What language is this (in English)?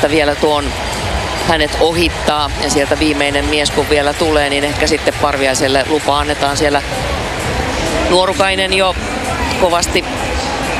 Finnish